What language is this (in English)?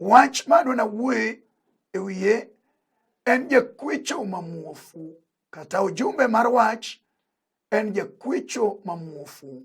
Luo (Kenya and Tanzania)